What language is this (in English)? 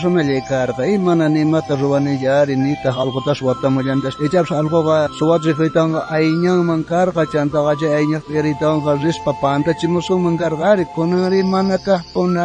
South Bolivian Quechua